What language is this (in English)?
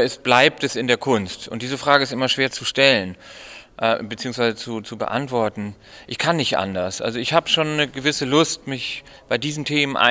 Swiss German